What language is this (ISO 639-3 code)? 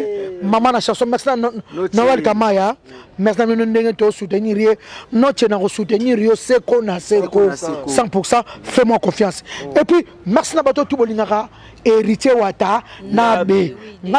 lin